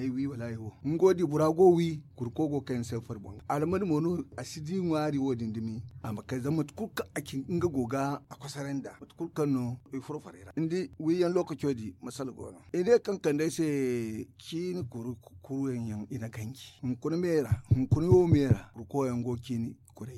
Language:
Zarma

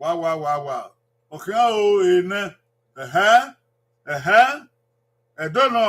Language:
Bini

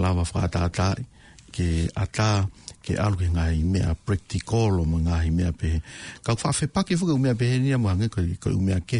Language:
Tongan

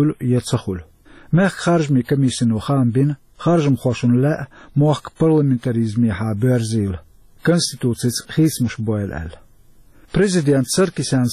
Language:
Chechen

